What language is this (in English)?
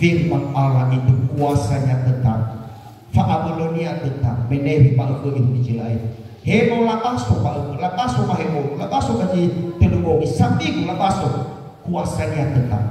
Nias